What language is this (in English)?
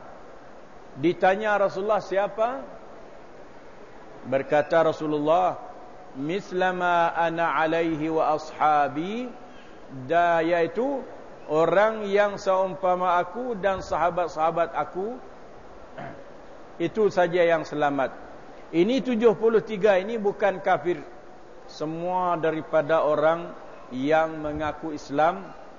Malay